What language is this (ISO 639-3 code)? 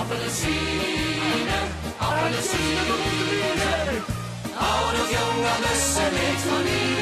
lim